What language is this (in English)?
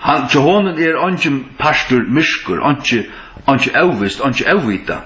Faroese